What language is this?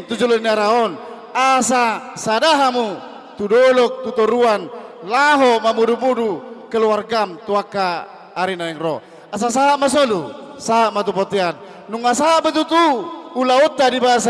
Batak Toba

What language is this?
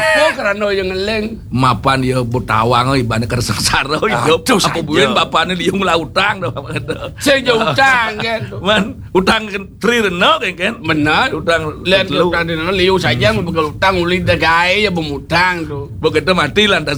Balinese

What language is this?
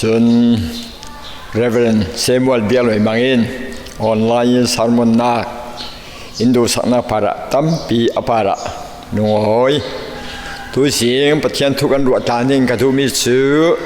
Falam Chin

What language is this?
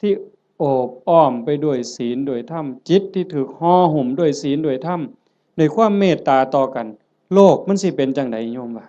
Northeastern Thai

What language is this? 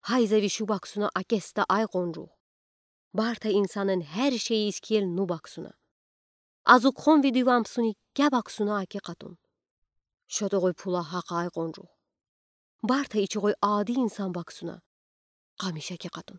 Udi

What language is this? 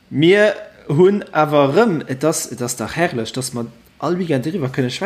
Luxembourgish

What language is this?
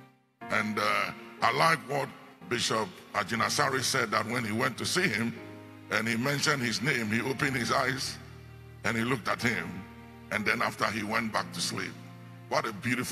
English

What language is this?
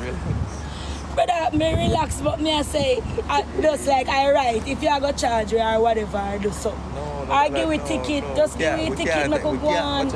Jamaican Creole English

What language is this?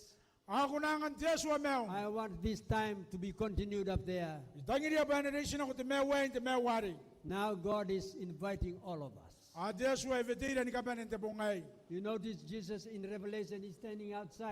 Gilbertese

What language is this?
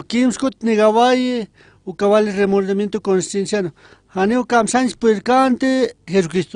Aymara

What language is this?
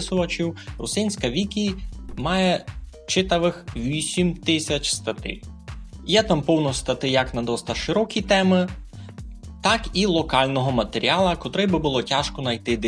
Rusyn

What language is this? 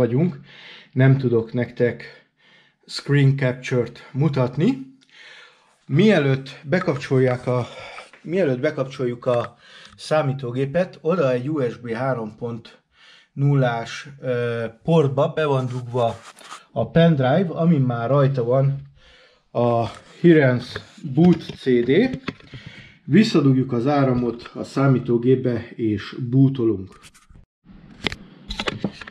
Hungarian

